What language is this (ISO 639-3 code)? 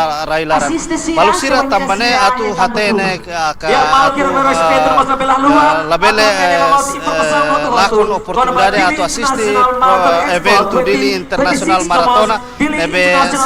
tet